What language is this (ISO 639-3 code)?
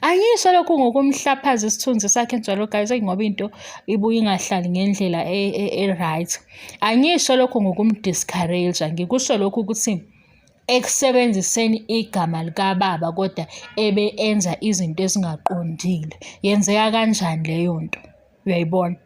zul